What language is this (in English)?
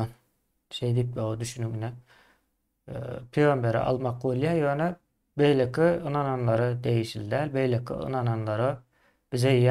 Turkmen